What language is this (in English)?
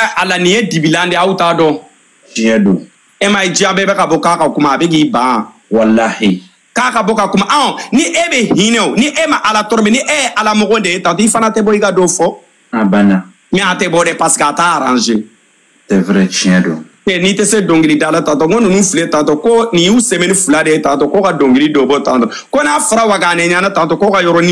Bambara